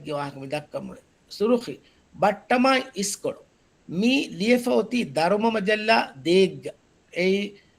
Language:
Divehi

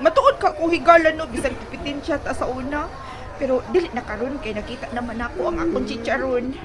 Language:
Cebuano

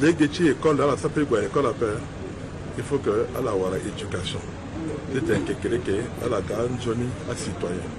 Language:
Sango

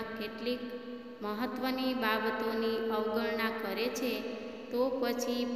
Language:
Gujarati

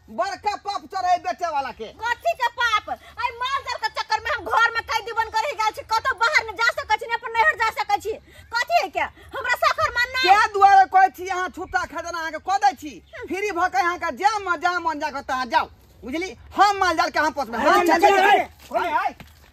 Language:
Maithili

